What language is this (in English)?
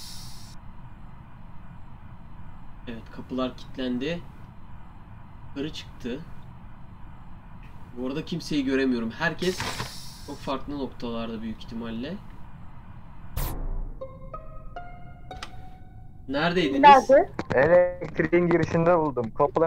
Turkish